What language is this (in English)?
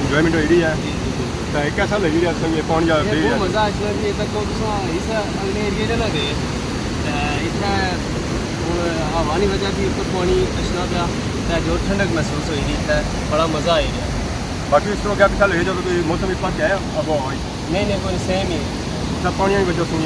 Pahari-Potwari